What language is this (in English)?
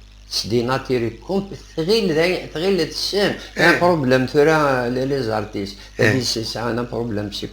Kabyle